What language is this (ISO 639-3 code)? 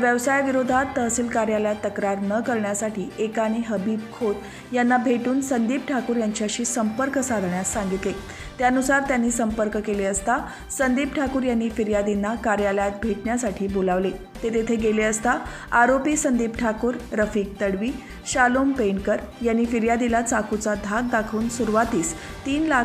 mar